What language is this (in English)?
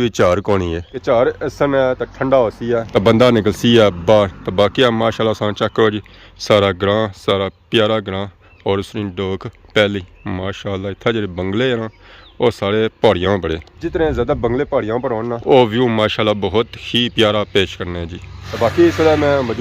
Pahari-Potwari